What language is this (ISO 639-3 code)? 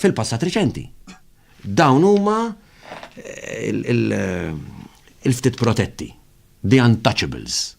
mlt